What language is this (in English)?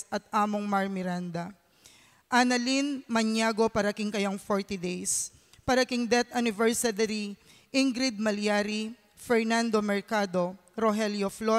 Pampanga